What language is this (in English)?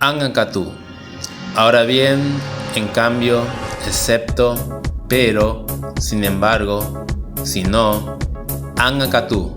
Guarani